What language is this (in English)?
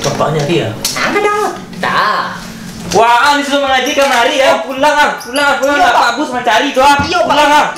Minangkabau